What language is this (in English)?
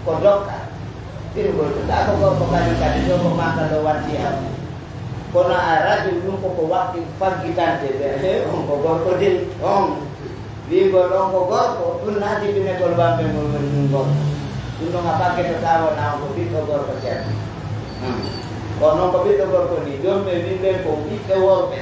Pular